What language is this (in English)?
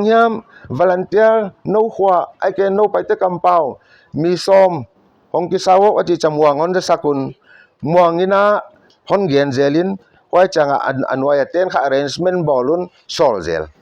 Paite Chin